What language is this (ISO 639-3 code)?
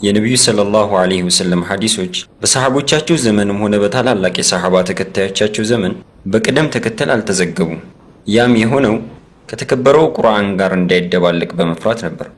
amh